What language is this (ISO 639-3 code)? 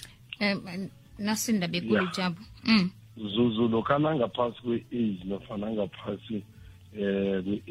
nbl